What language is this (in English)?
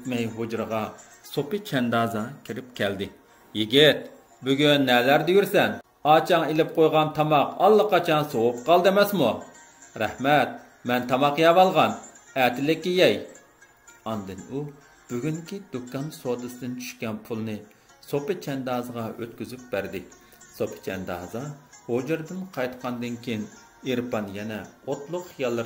Uyghur